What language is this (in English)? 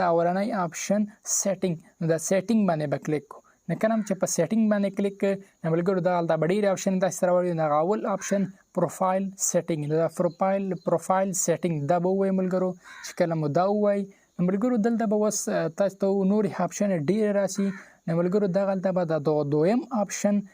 Pashto